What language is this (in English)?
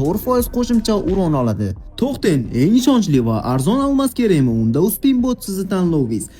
Uzbek